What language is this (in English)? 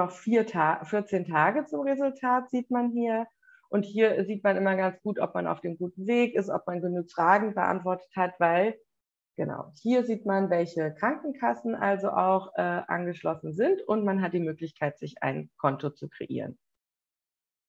German